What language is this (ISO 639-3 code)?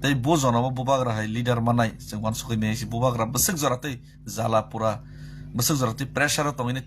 trp